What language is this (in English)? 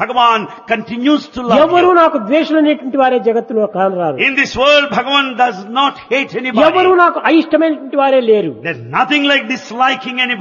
Telugu